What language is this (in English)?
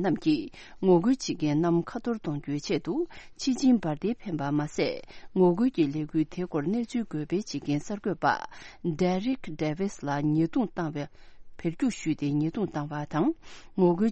Tibetan